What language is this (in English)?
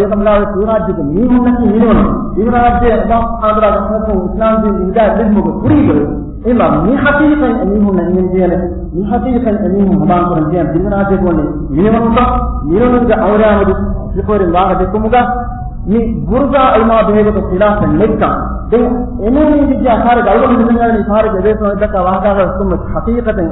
Divehi